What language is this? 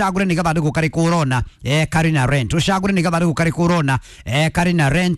Kikuyu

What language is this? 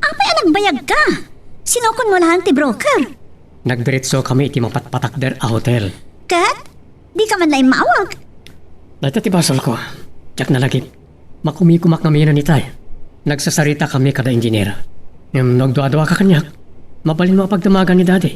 Iloko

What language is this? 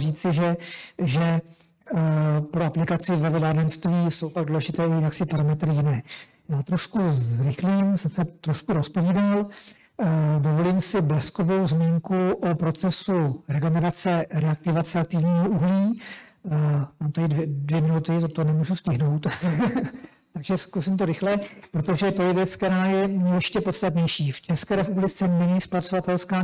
Czech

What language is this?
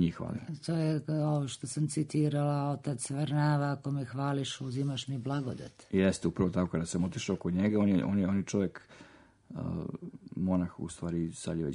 Serbian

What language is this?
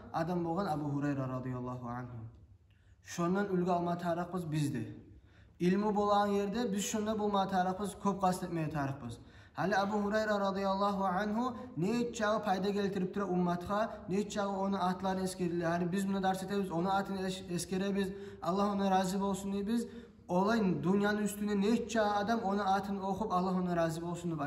Kumyk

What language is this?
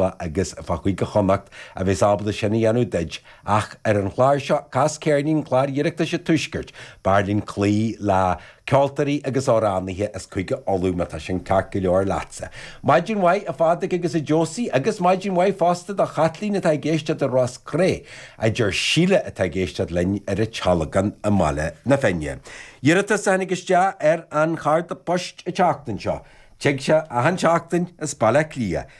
Irish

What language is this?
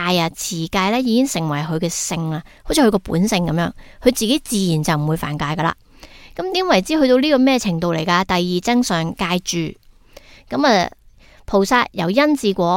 Cantonese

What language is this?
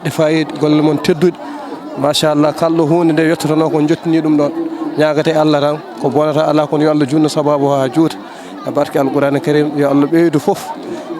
Fula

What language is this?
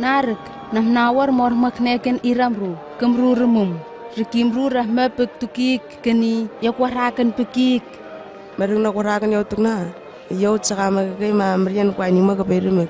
Southwest Tanna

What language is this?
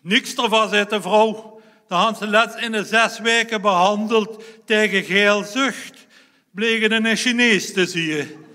Limburgish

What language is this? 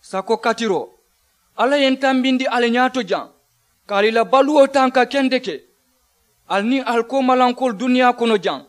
Mandingo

